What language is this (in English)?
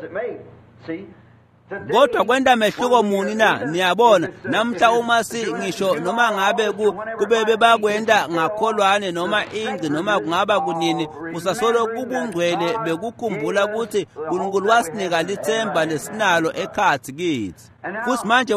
Swati